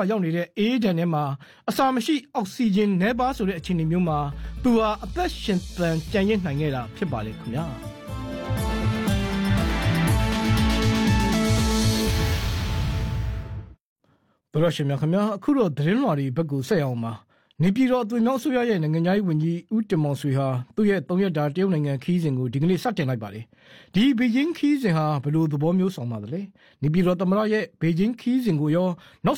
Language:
Burmese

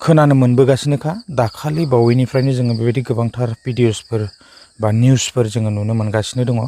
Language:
Bodo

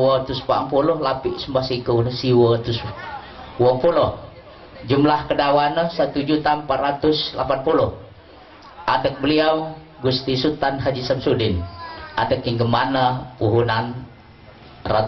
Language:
Lampung Nyo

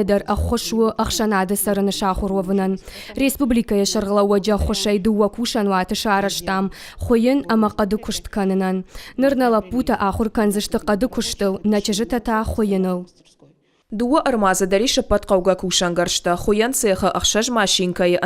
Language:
Ossetic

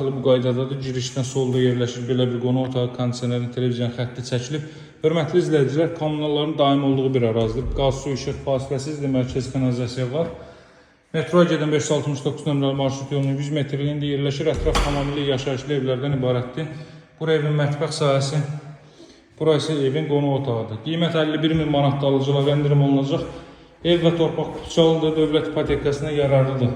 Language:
Azerbaijani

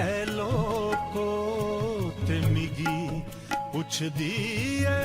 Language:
Dogri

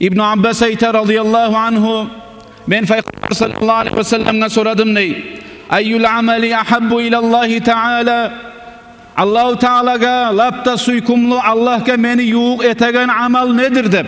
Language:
Kumyk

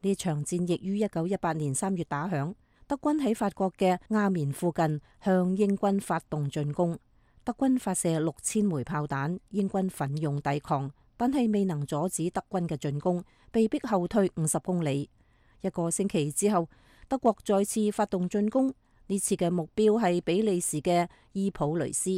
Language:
Cantonese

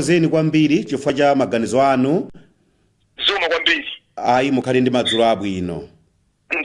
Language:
Nyanja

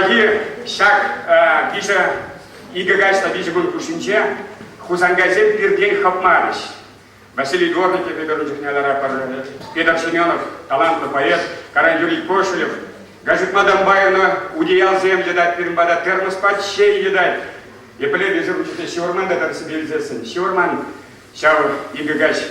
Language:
Chuvash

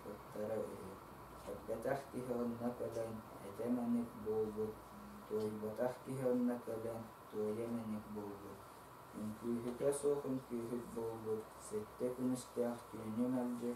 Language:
Yakut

